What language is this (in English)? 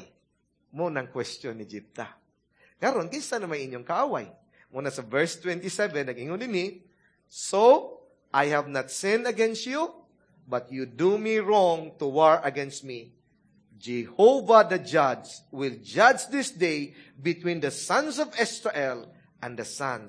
Cebuano